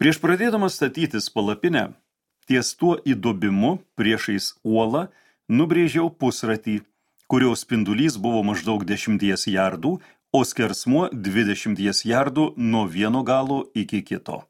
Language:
Lithuanian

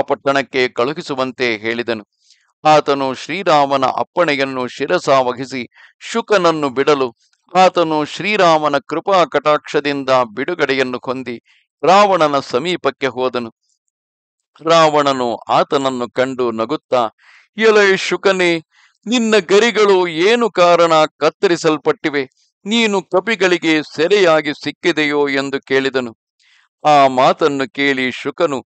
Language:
Kannada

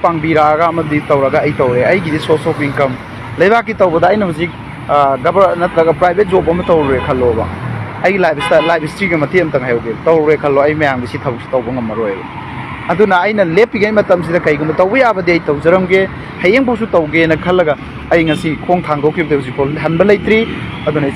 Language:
Manipuri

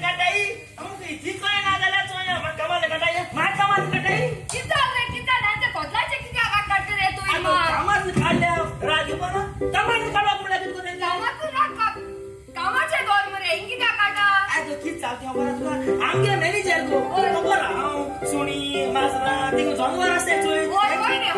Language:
Konkani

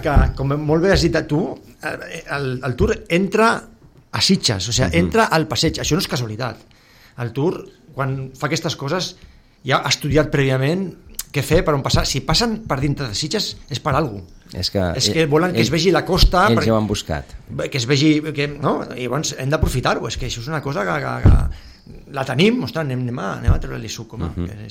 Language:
Catalan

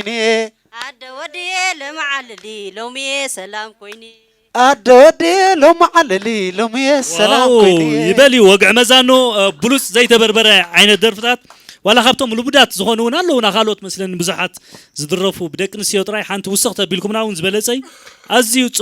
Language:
Tigrinya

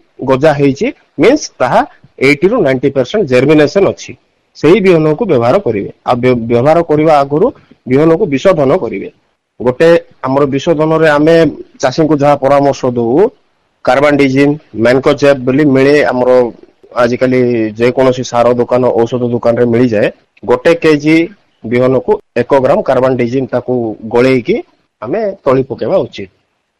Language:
Odia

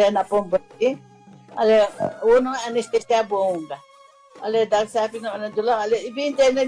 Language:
Newari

